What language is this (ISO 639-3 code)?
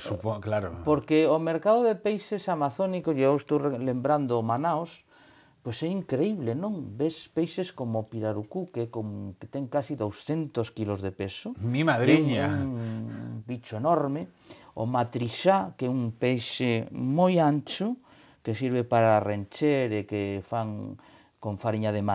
glg